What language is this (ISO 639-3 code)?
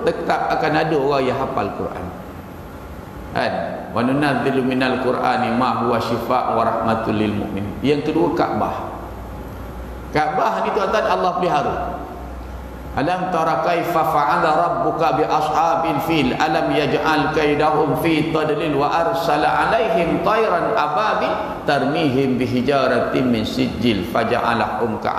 msa